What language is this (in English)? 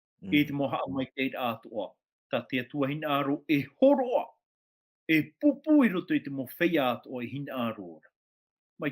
Tahitian